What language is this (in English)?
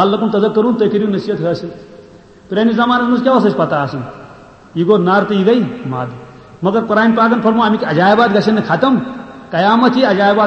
Kashmiri